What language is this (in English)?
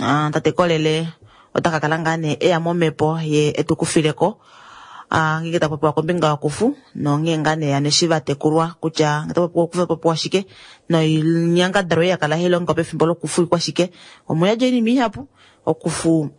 Kuanyama